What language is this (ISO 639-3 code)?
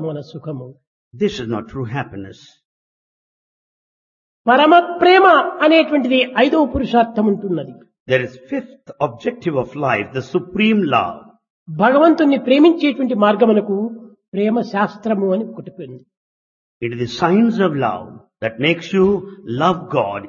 tel